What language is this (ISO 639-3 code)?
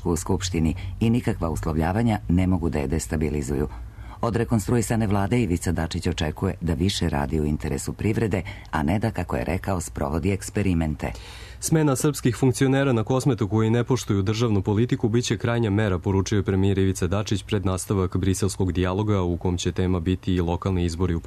srp